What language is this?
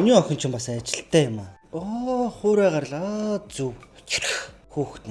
Mongolian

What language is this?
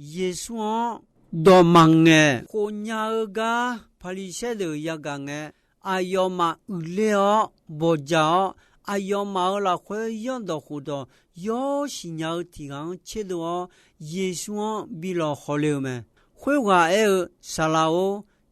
Akha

